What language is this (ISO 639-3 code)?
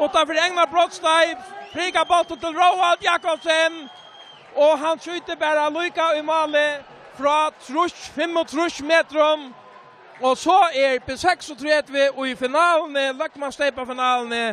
fao